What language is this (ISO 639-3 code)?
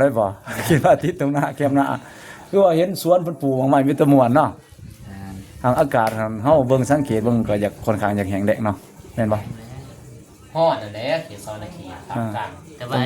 lao